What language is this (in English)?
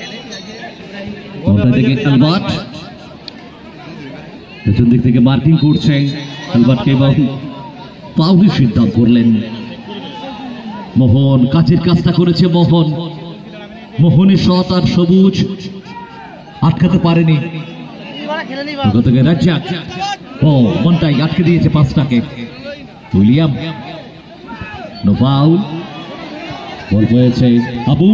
Bangla